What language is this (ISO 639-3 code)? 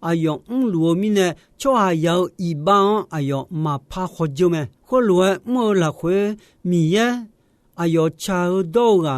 ahk